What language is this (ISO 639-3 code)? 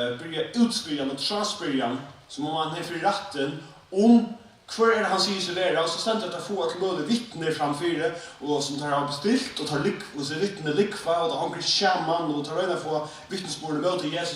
fao